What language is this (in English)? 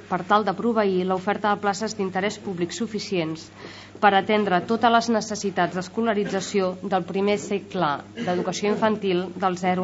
Catalan